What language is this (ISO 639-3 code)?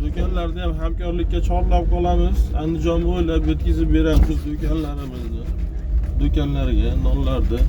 uzb